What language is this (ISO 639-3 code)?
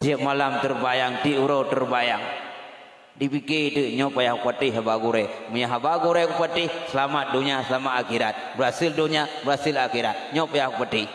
ace